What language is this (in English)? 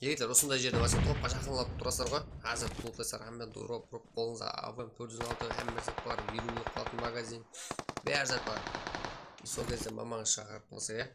Kara-Kalpak